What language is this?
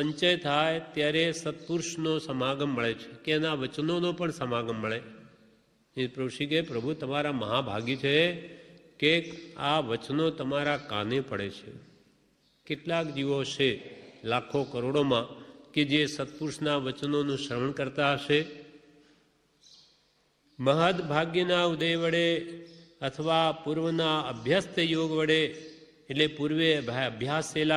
Gujarati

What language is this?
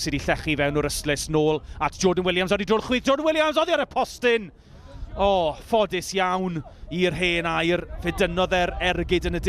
Welsh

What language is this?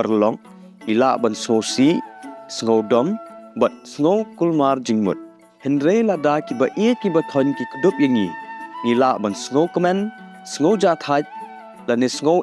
Khasi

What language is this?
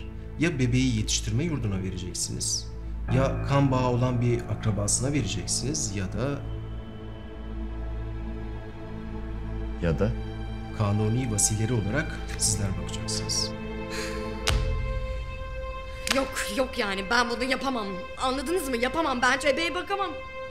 Turkish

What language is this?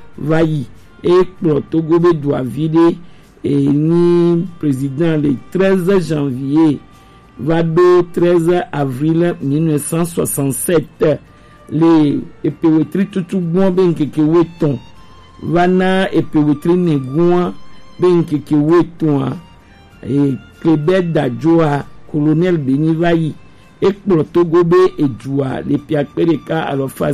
Gen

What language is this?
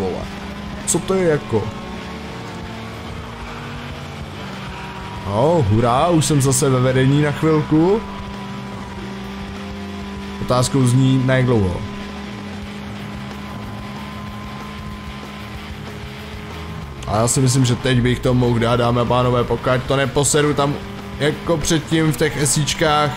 Czech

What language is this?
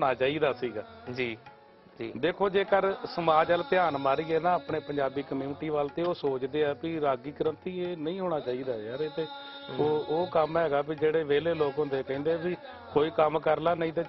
Punjabi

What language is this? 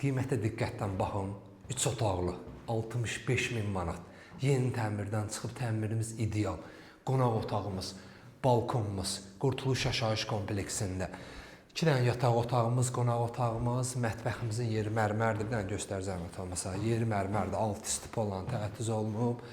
Azerbaijani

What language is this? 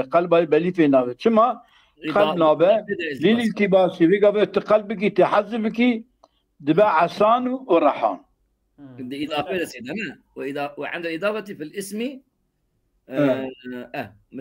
Kurdish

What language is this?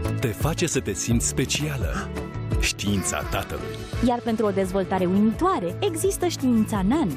Romanian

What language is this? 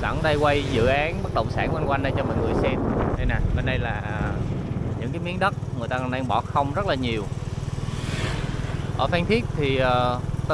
Vietnamese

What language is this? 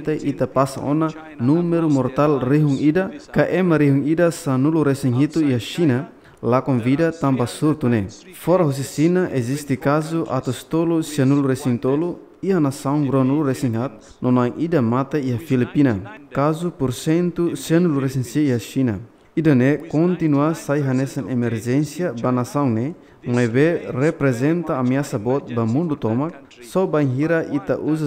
Tetum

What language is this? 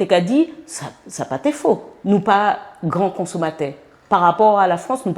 Guadeloupean Creole French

